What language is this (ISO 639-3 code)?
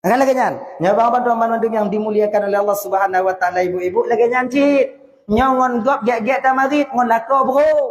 ace